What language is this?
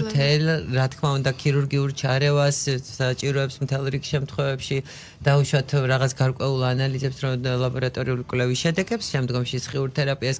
Georgian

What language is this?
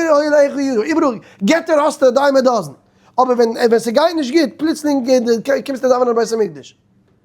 Yiddish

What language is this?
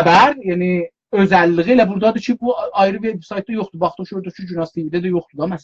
South Azerbaijani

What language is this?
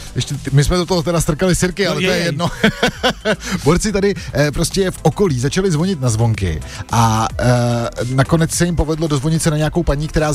Czech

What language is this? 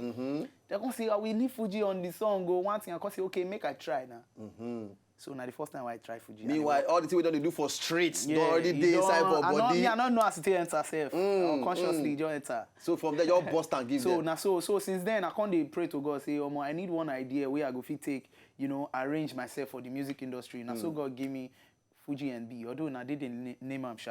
Nigerian Pidgin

